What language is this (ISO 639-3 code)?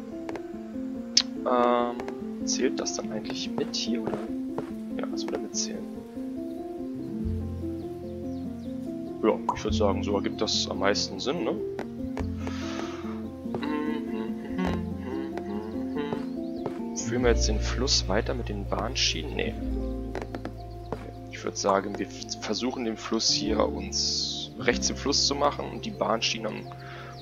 deu